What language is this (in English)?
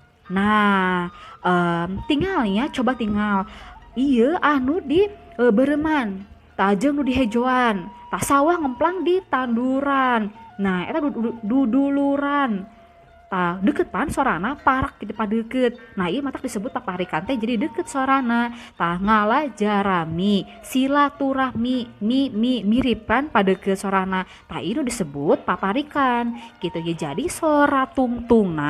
Sundanese